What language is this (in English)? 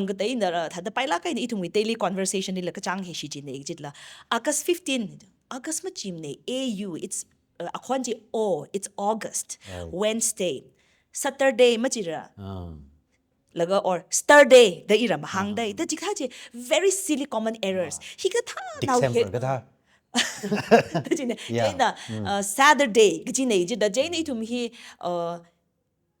Tangkhul Naga (India)